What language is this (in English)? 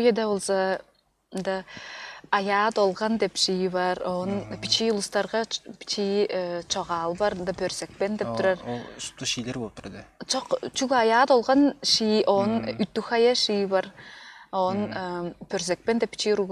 Tuvinian